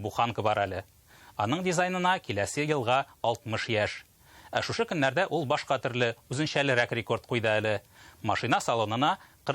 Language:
Tatar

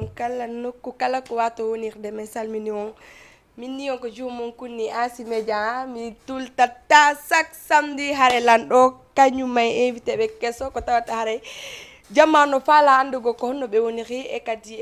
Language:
Fula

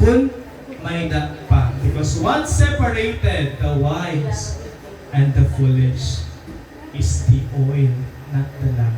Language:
Waray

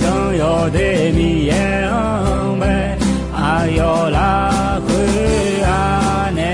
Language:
Akha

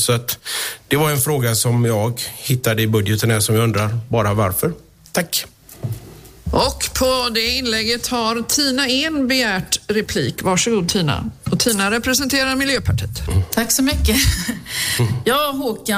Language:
Swedish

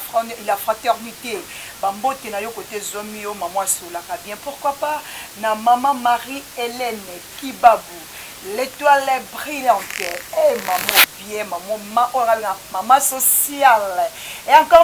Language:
Lingala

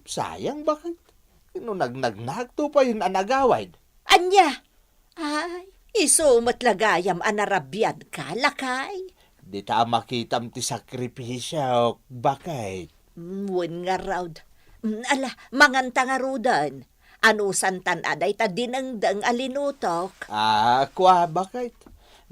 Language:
Iloko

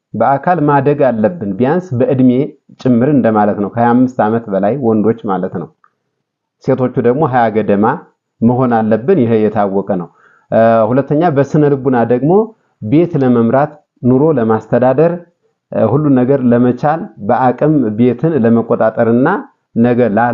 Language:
Amharic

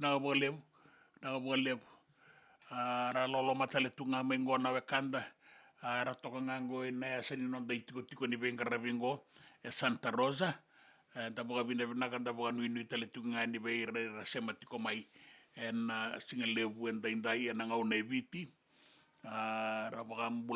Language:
Fijian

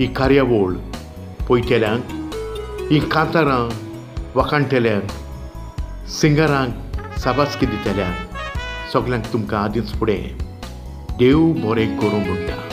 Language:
Konkani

